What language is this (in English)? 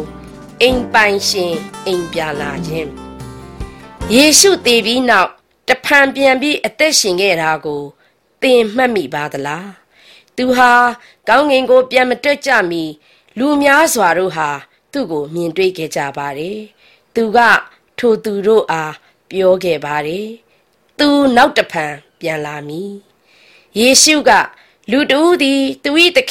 Burmese